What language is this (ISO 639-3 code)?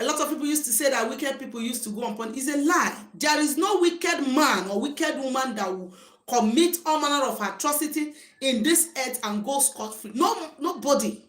ibo